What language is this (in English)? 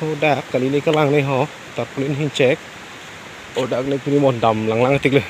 Karbi